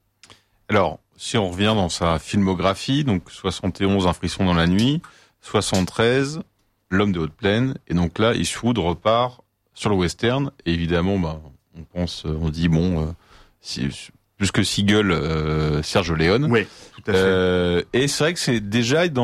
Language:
French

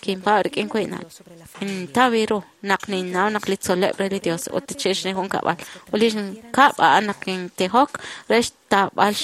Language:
Kekchí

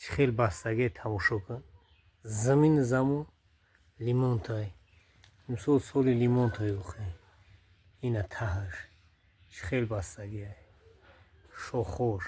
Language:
Tajik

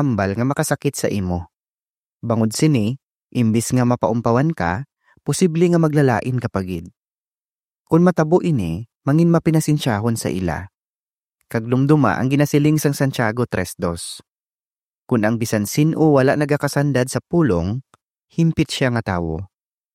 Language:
Hiligaynon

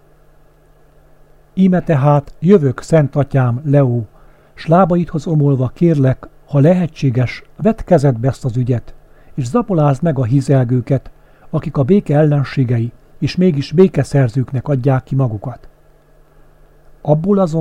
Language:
Hungarian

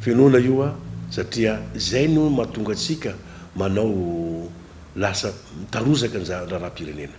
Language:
Malagasy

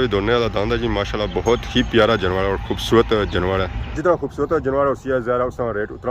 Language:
Pahari-Potwari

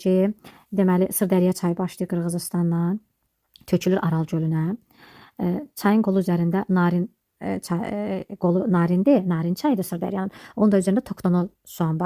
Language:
Azerbaijani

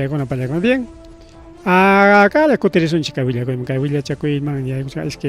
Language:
Ayacucho Quechua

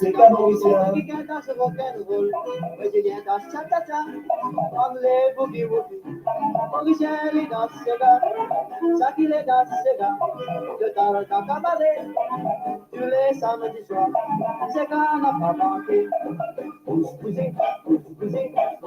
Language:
Morisyen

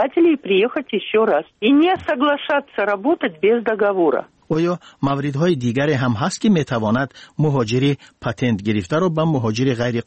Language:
Tajik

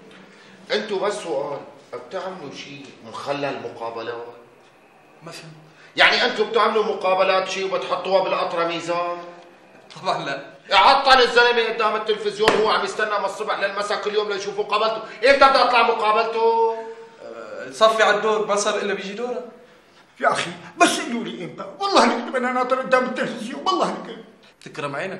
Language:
North Levantine Arabic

